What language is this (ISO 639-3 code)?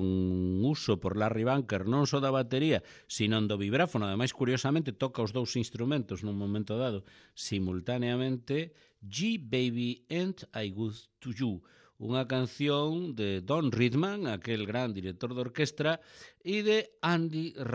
glg